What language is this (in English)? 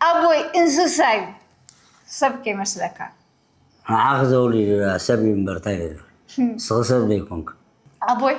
Tigrinya